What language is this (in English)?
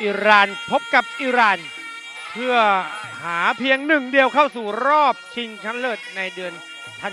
Thai